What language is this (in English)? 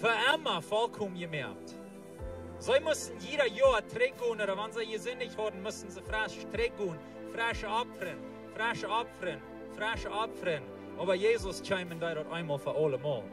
Plautdietsch